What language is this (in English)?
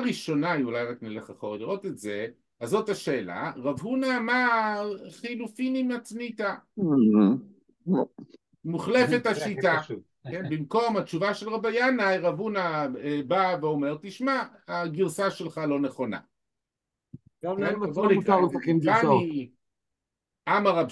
Hebrew